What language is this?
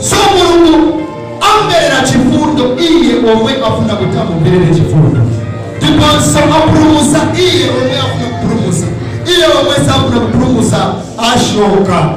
Nyanja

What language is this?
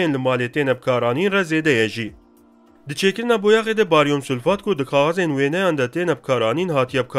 Kurdish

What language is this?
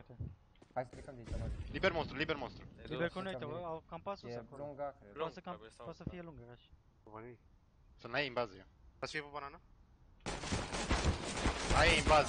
Romanian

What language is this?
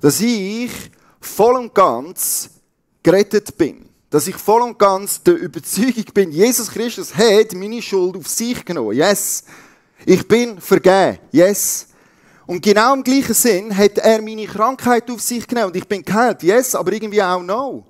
Swiss German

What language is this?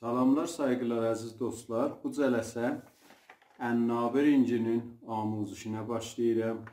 South Azerbaijani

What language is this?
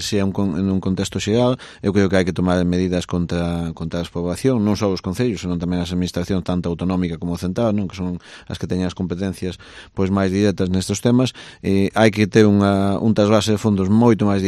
Galician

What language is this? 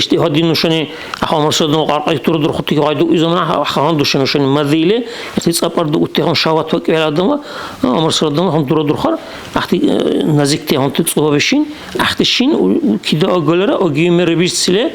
Dargwa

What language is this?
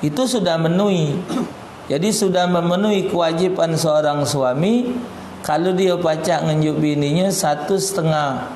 Musi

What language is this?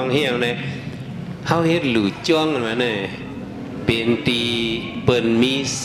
Shan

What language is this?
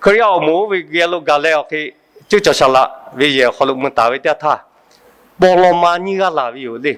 Lahu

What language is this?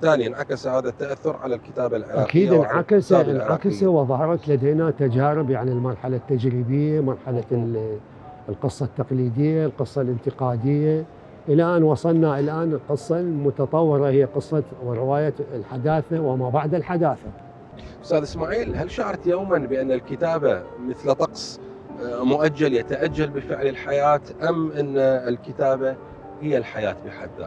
Mesopotamian Arabic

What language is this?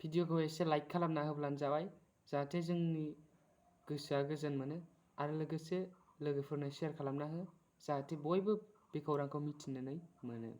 Bodo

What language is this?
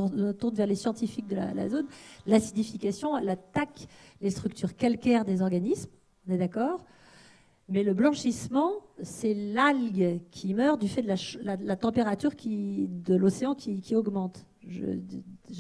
French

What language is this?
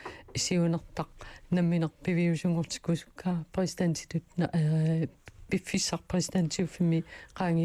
Kalaallisut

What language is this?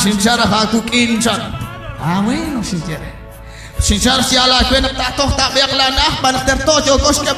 Kekchí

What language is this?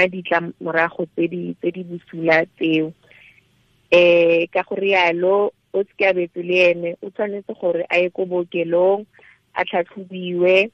Tswana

